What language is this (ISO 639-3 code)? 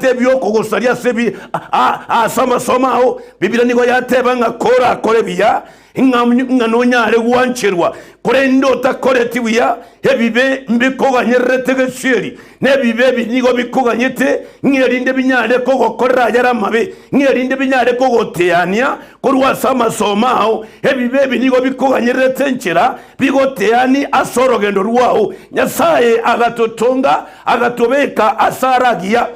guz